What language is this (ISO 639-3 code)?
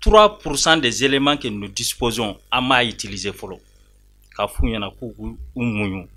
bam